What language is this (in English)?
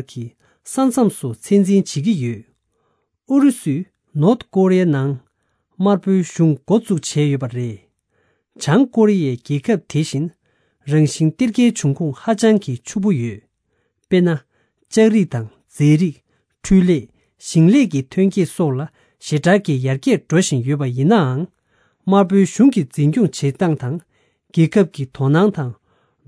Tibetan